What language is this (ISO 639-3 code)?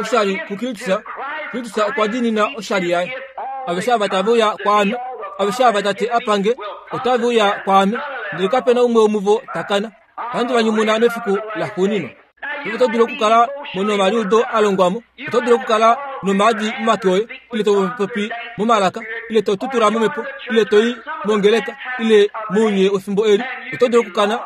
kua